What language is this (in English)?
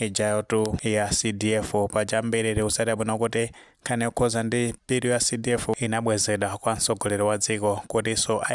Nyanja